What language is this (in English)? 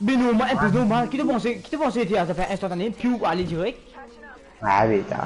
Morisyen